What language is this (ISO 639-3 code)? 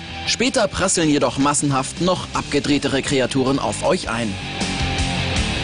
deu